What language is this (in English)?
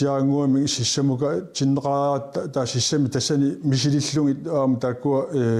Kalaallisut